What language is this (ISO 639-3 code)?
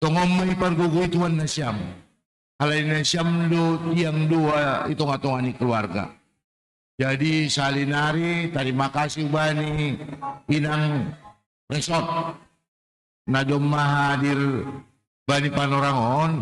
bts